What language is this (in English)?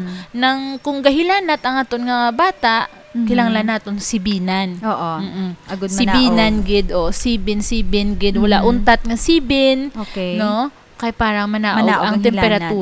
Hiligaynon